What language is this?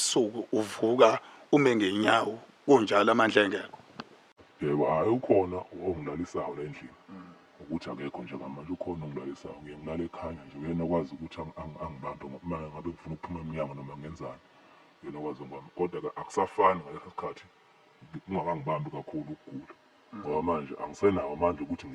Zulu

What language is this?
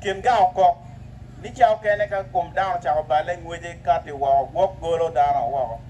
Acoli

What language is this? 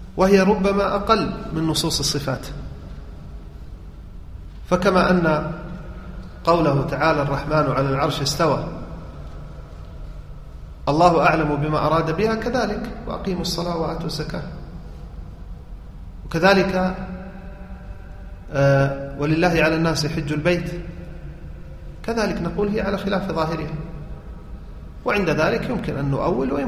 Arabic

